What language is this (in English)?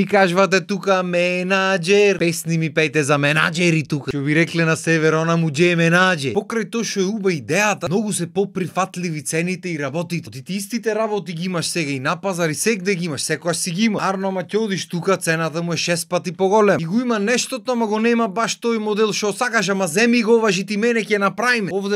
Macedonian